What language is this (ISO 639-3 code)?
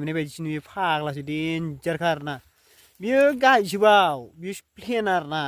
brx